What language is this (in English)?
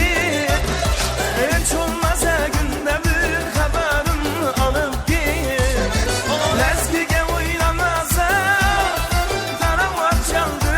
Kara-Kalpak